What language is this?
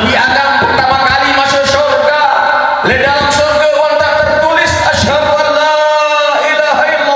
Sasak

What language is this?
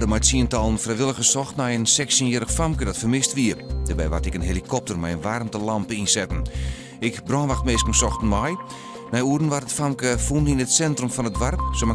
Western Frisian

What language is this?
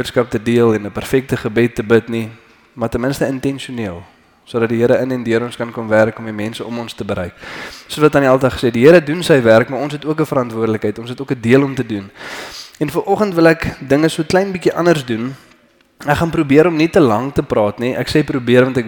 Afrikaans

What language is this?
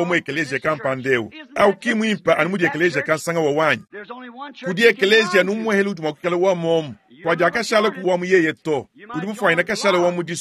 Luba-Lulua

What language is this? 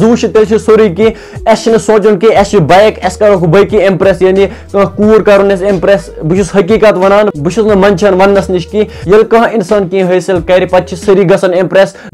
Kashmiri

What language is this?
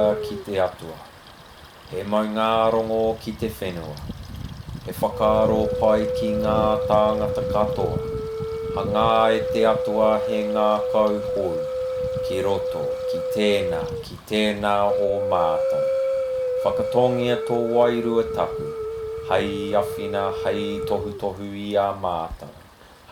Māori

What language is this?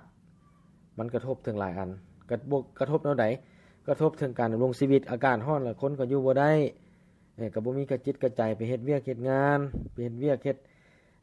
Lao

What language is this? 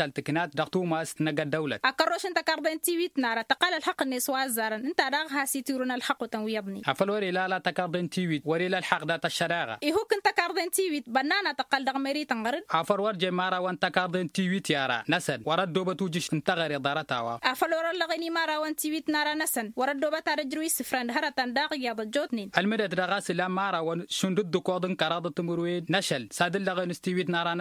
Tamasheq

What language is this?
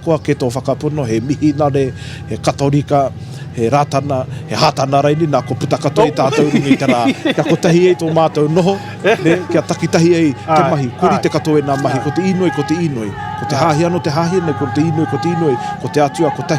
Māori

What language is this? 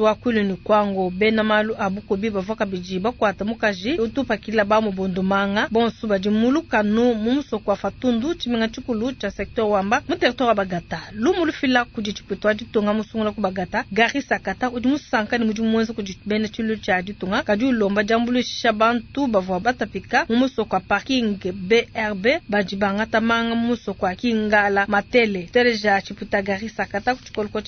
Luba-Lulua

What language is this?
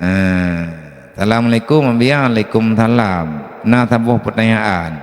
Achinese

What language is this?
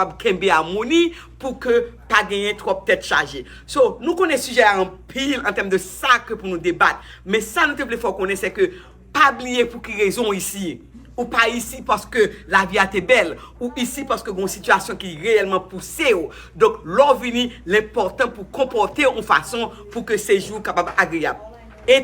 Haitian Creole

